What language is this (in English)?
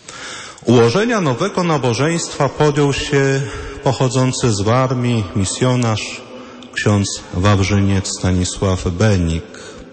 Polish